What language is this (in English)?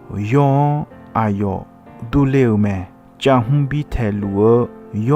Akha